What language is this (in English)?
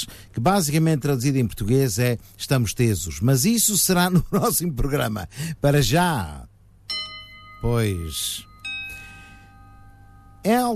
Portuguese